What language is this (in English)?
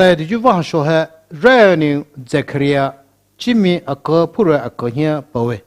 Poumei Naga